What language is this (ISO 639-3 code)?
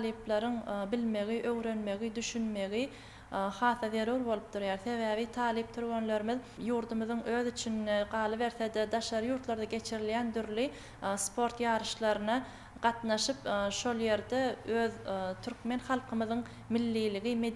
tuk